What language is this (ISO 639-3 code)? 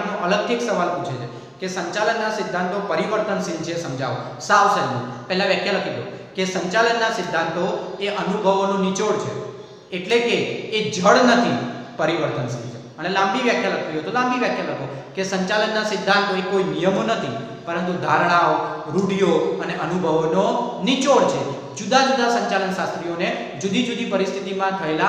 guj